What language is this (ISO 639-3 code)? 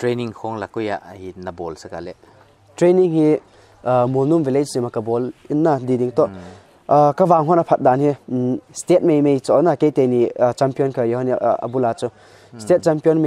pck